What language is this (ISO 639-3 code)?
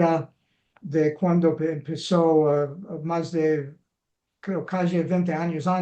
lad